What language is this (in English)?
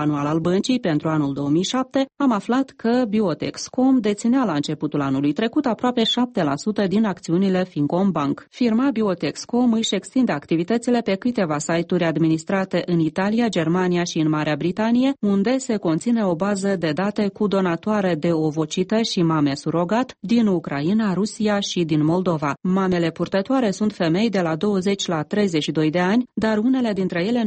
Romanian